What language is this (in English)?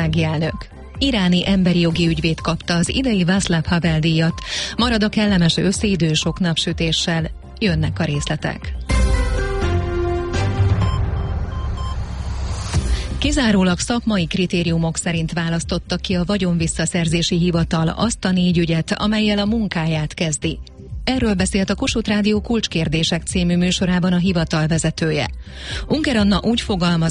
Hungarian